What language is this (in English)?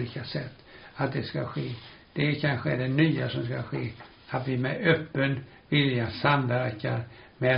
Swedish